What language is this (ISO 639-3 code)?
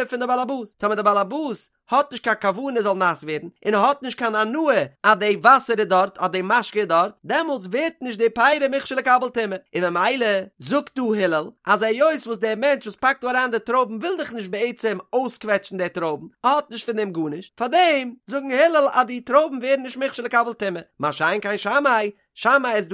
yid